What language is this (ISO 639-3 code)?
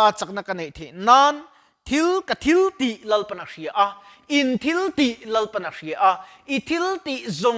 lus